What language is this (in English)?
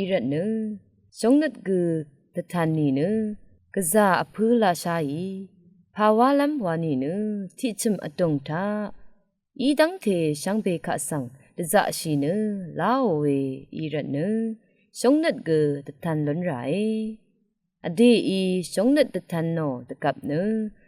Rawang